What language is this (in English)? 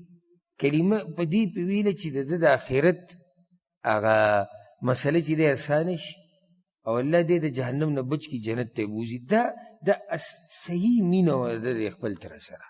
Pashto